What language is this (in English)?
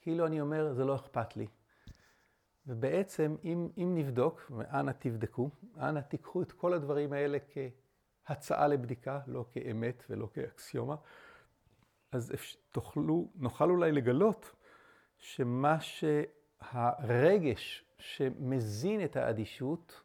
Hebrew